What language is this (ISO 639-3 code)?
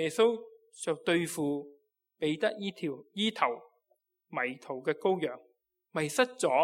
yue